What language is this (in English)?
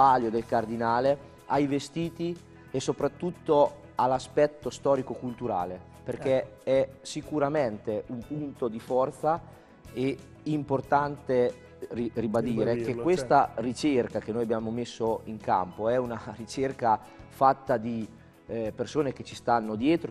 Italian